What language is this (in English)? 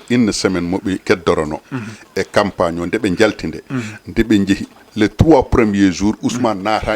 Fula